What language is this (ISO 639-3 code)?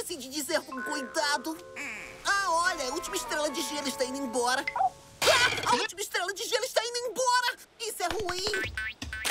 por